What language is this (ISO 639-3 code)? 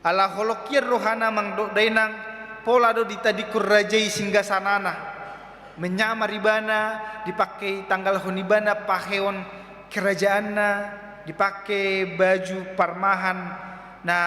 bbc